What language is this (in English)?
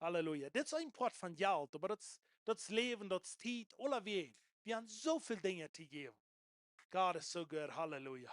Plautdietsch